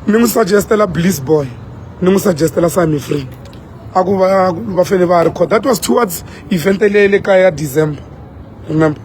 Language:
Tsonga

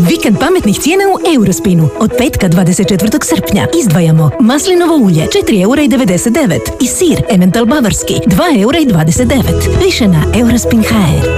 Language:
Croatian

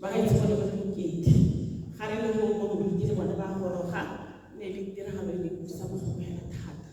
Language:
Tswana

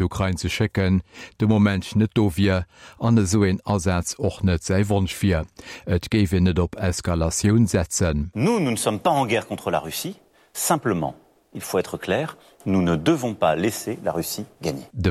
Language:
Luxembourgish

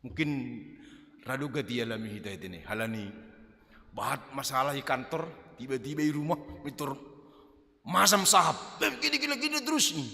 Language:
Batak Simalungun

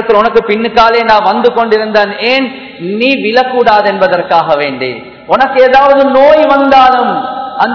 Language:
Tamil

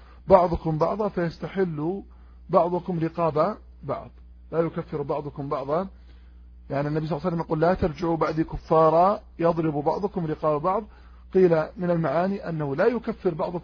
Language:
Arabic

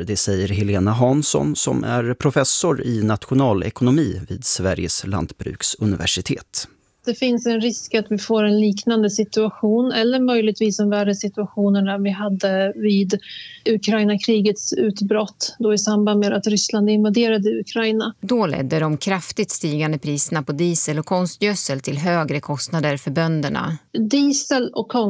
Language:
Swedish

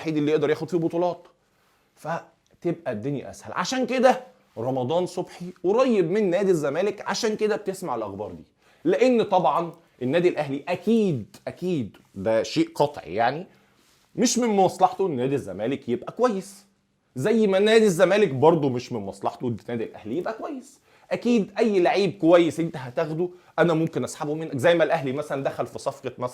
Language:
Egyptian Arabic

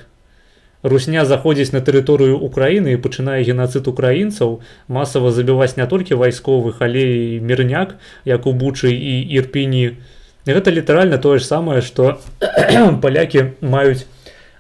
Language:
Belarusian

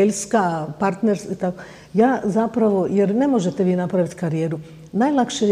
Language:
Bosnian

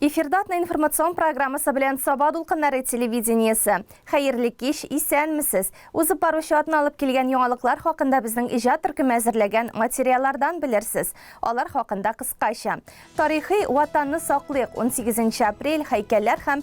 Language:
Tatar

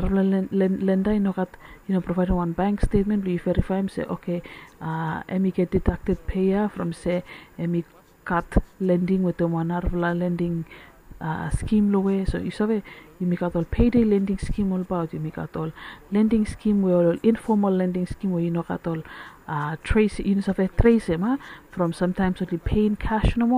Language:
Bislama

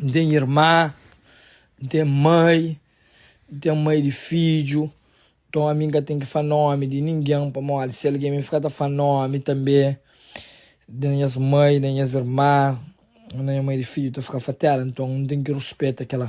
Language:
Kabuverdianu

